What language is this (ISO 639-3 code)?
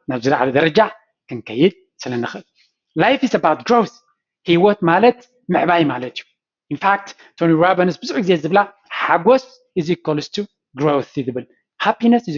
tir